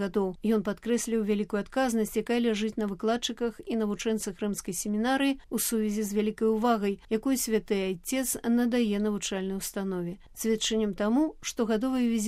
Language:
Belarusian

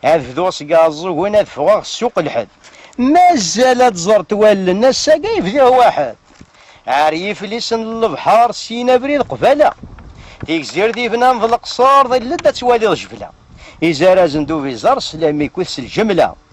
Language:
Kabyle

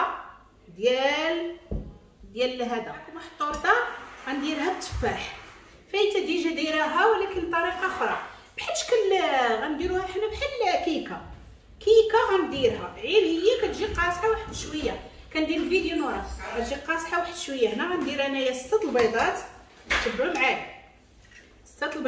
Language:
Moroccan Arabic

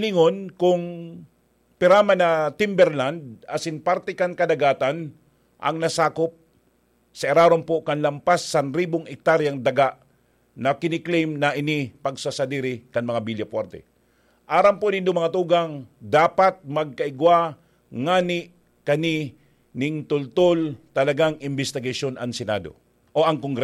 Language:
Bikol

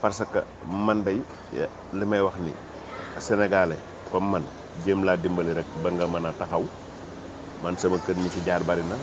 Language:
Wolof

